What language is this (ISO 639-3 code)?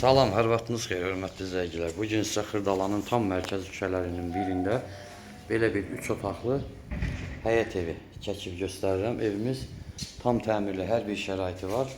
aze